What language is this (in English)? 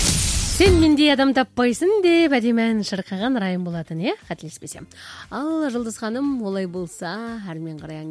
Kazakh